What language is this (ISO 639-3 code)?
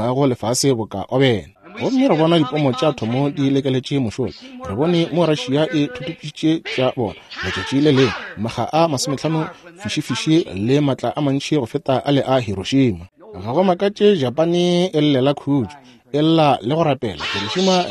nso